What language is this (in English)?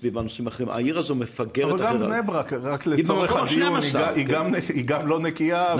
Hebrew